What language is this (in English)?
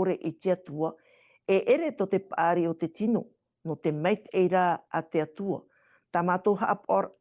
Tahitian